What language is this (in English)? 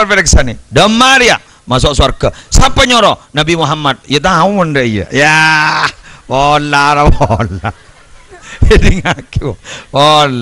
Madurese